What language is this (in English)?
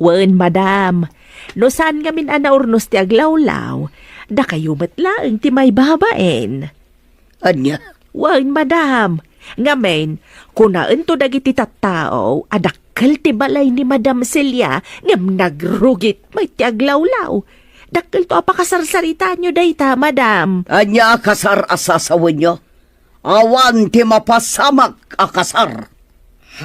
Iloko